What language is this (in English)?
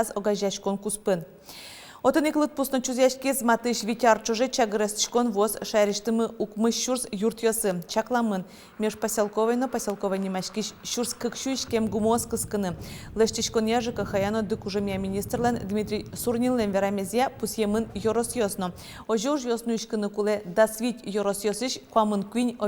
Udmurt